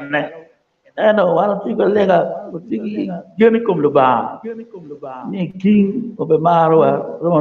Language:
Acoli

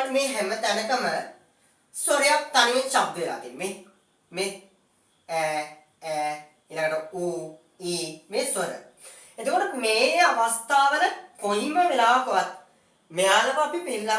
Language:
Sinhala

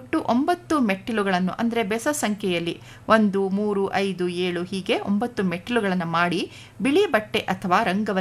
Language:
Kannada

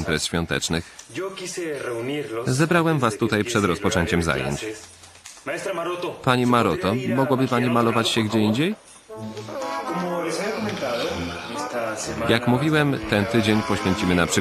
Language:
Polish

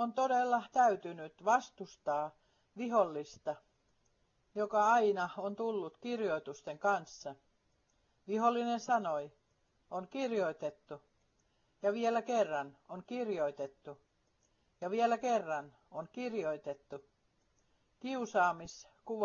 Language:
Finnish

